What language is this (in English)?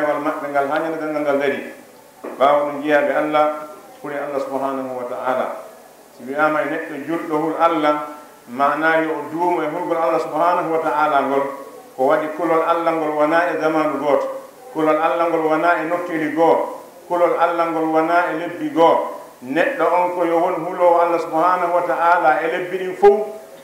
Fula